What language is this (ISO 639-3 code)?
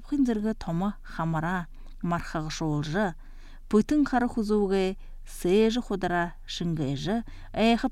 bua